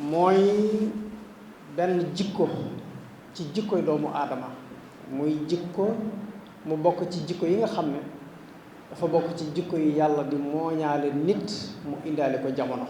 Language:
Wolof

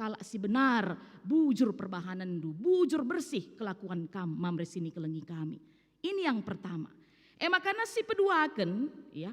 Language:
Batak Karo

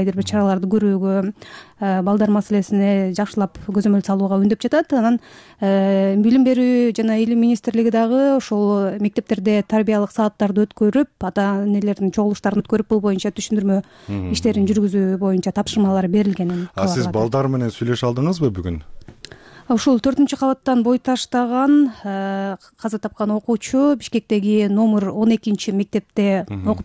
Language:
Kyrgyz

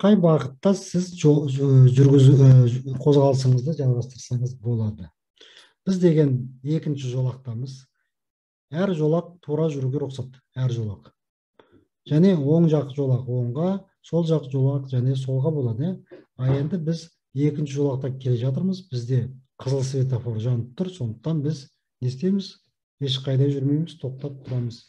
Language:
Kazakh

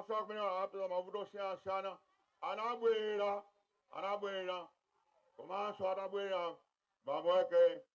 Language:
Nyanja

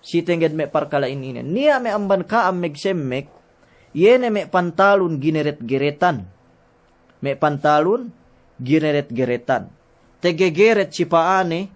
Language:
Yakan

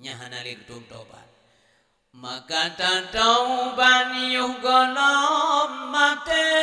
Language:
Achinese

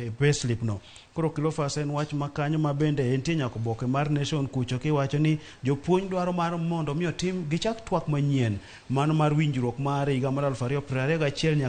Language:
Luo (Kenya and Tanzania)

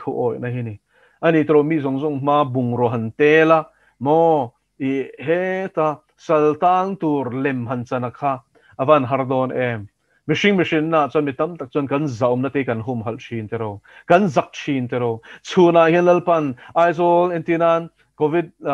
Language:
Mizo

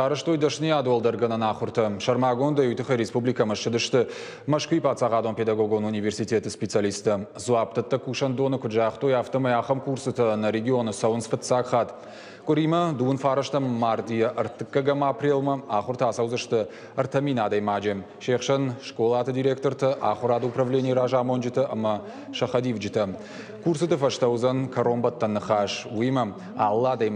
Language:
Ossetic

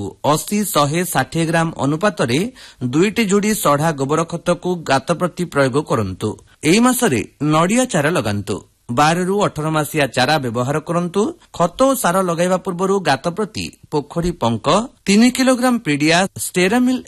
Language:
Odia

